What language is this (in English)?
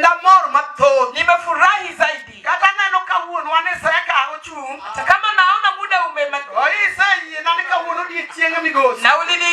Luo (Kenya and Tanzania)